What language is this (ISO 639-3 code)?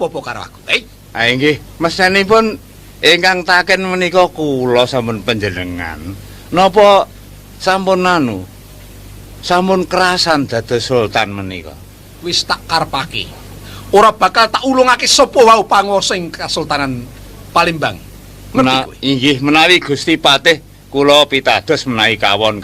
jav